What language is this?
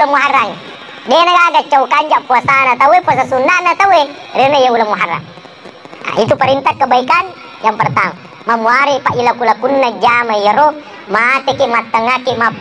Buginese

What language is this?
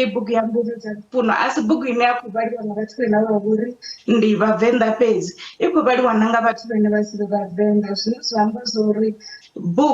Venda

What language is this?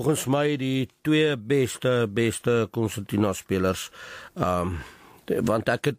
Afrikaans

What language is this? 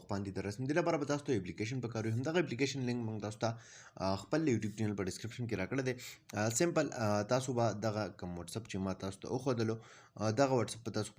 Pashto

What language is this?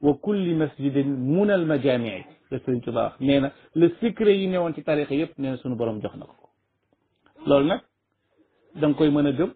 Wolof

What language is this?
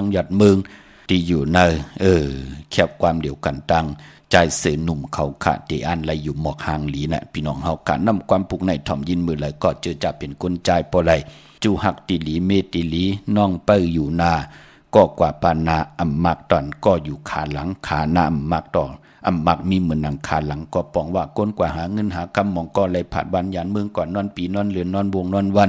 Shan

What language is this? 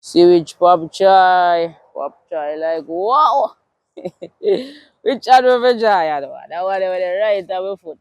Jamaican Creole English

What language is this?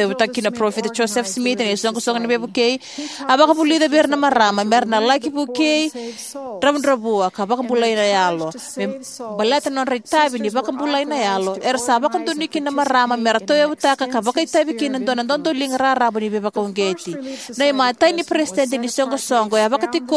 Fijian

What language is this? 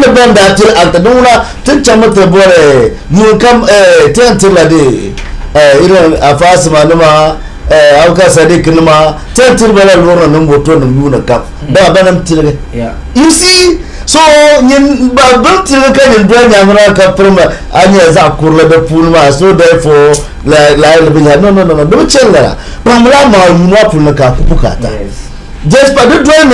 Dagbani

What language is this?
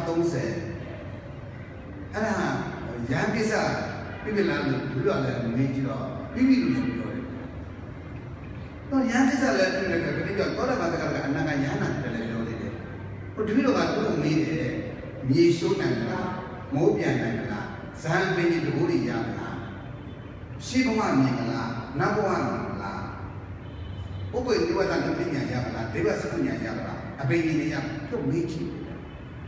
Burmese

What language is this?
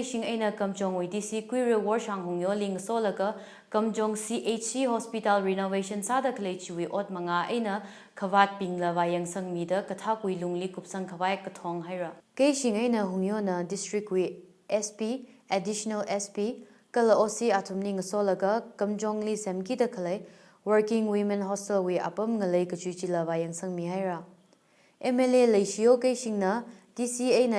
Tangkhul Naga (India)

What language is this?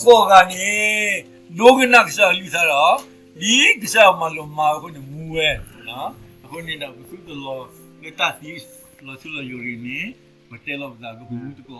S'gaw Karen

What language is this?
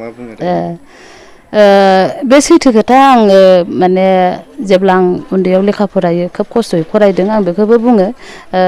Bodo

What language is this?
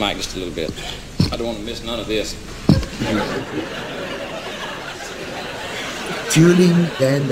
Afrikaans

